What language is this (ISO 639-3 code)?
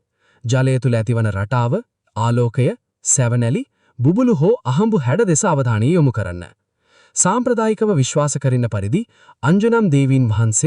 sin